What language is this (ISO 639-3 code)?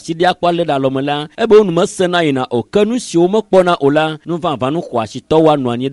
ewe